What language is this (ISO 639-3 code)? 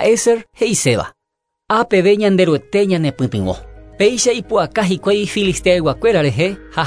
grn